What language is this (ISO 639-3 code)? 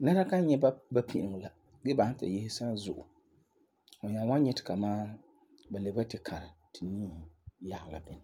gur